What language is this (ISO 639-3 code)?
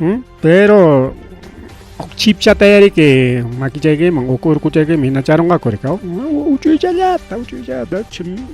quy